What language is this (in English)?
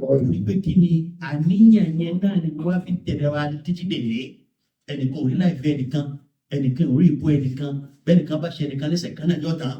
Yoruba